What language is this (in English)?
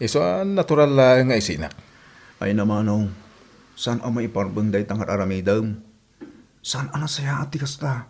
Iloko